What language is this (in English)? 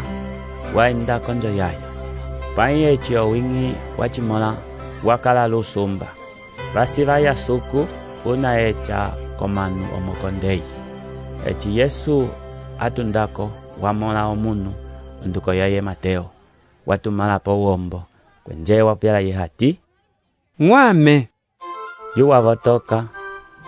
Umbundu